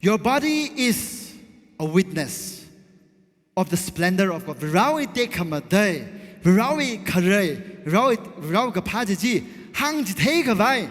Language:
Tangkhul Naga (India)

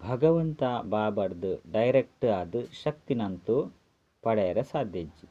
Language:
Tulu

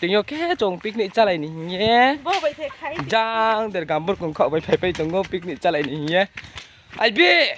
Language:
Riang (India)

